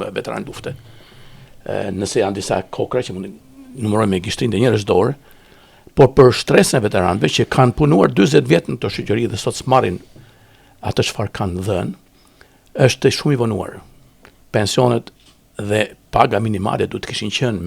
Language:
Albanian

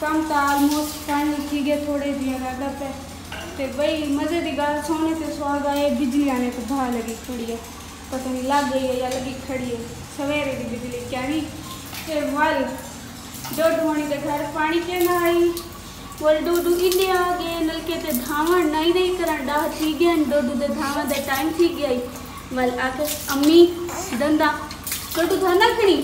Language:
Saraiki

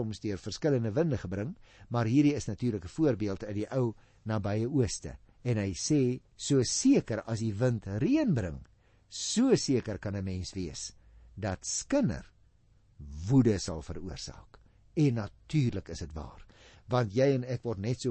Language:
Afrikaans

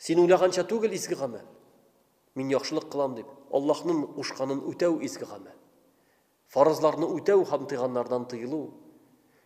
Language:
Tatar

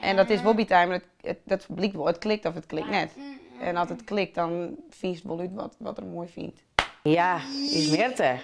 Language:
Western Frisian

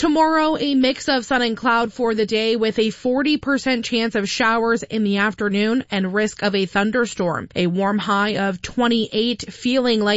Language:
English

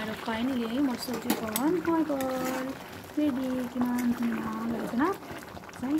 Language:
Assamese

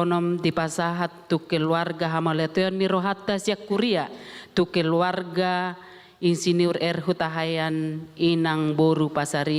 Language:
Batak Toba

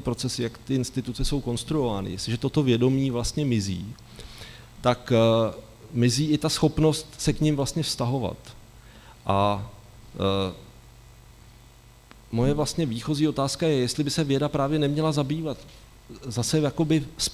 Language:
Czech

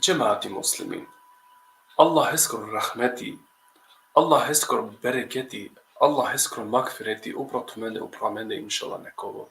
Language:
Balkan Romani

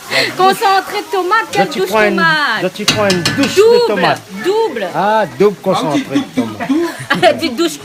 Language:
Réunion Creole French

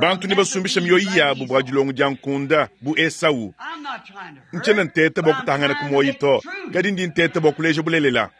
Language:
Luba-Lulua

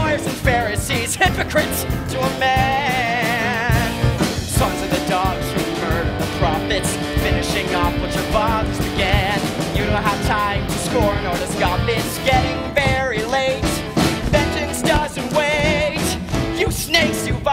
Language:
English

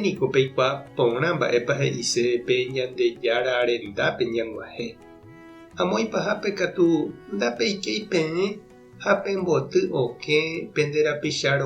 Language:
Guarani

